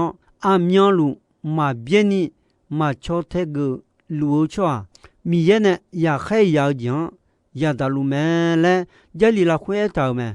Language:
Akha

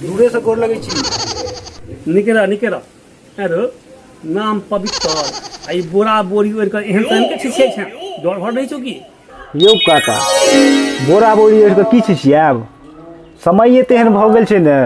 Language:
Maithili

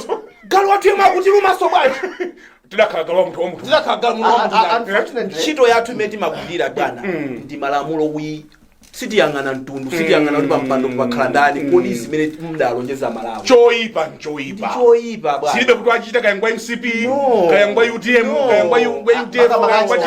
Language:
Nyanja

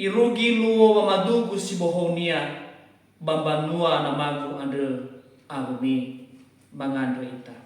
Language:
Nias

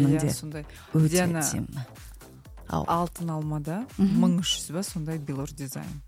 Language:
Kazakh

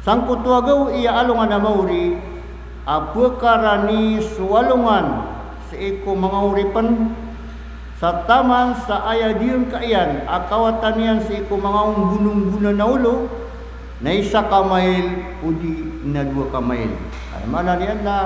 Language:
Maranao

